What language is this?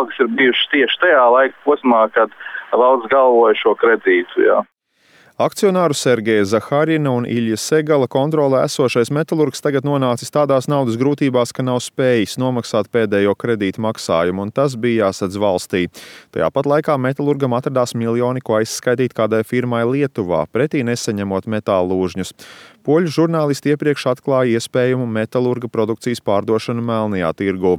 Latvian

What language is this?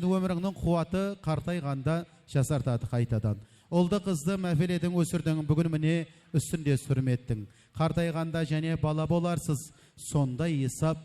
Kara-Kalpak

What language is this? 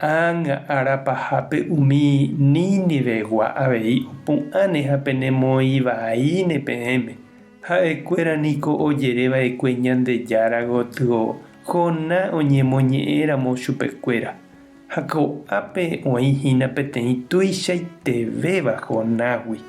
Guarani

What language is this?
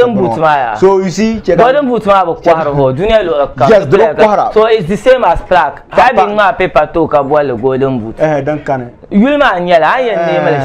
Dagbani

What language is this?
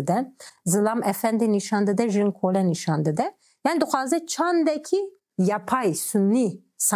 Kurdish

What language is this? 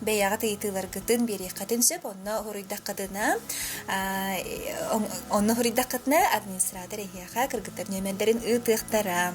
Yakut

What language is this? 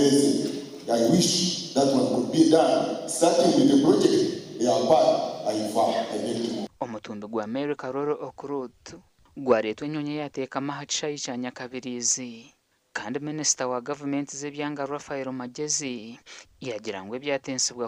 Nyankole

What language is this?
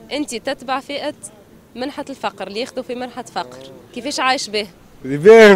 Tunisian Arabic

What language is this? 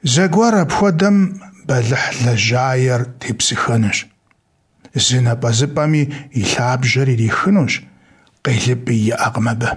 Kabardian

